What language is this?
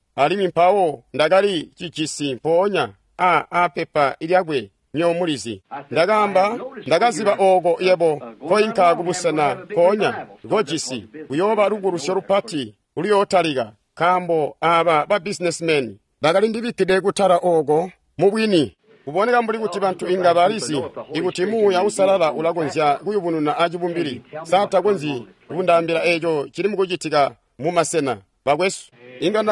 Tonga (Zambia)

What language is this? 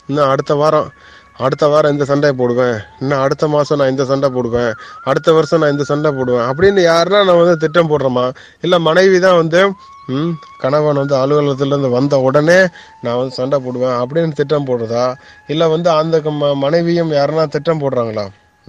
Tamil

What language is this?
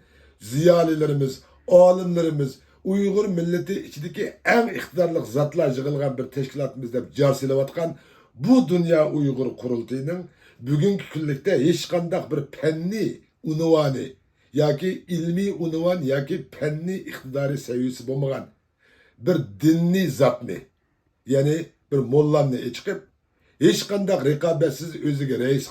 Uyghur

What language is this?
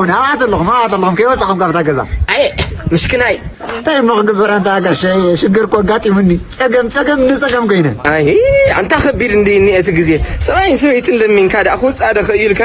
Tigrinya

